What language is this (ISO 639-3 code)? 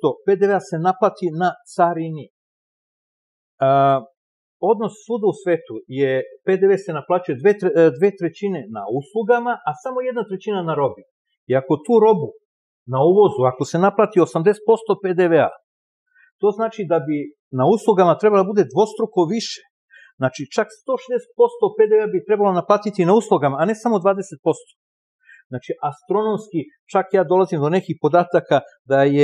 srp